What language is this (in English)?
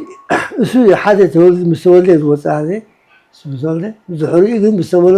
Tigrinya